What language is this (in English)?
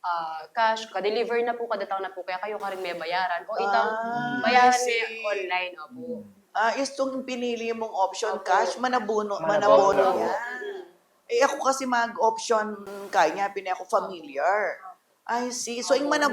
Pampanga